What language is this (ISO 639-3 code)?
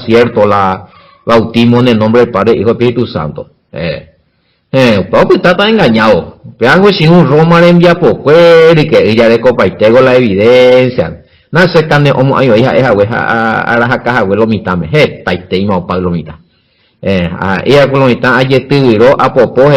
grn